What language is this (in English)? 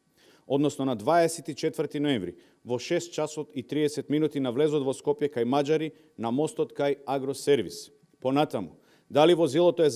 Macedonian